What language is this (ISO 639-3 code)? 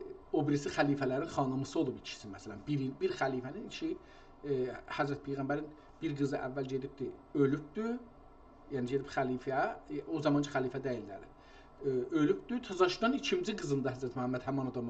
azb